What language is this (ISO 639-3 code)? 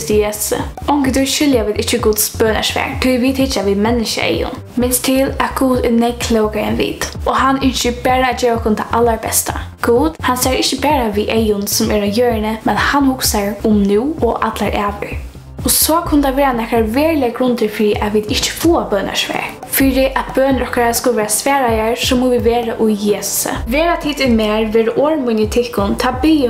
fao